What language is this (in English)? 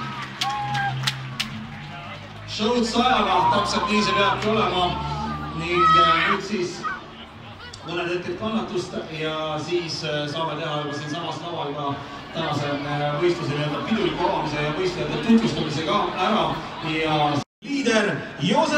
Estonian